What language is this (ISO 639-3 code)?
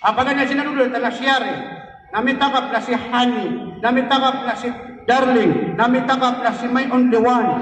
mrw